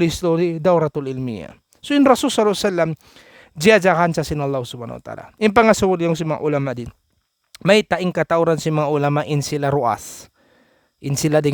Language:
Tausug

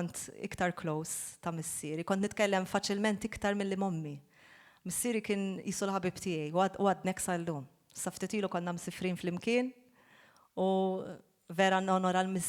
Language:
Maltese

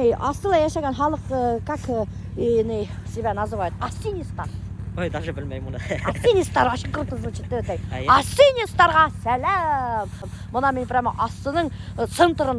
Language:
Bashkir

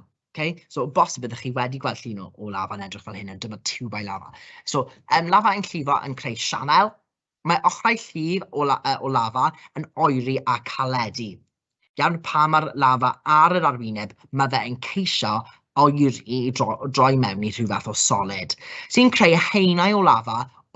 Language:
Welsh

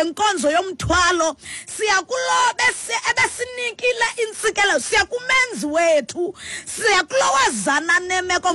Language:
Xhosa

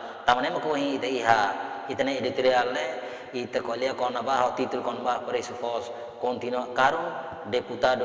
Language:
Tetum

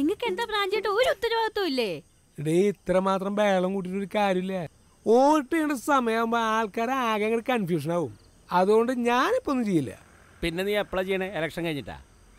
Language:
Malayalam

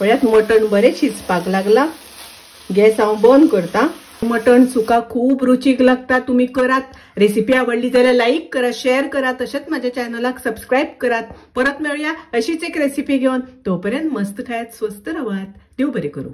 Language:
Konkani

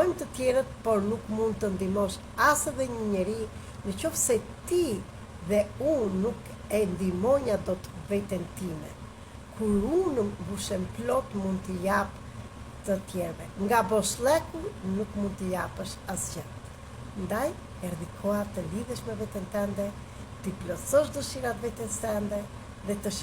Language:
Albanian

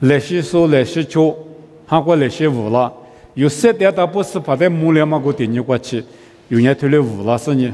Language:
Lisu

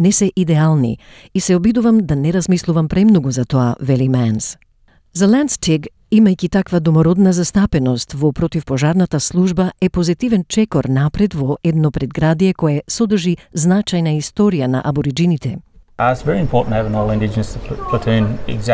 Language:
Macedonian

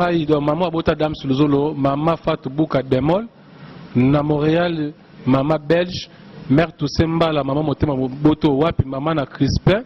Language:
Lingala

